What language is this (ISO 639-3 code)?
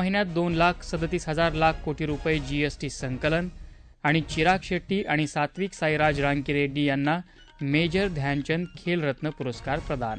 mar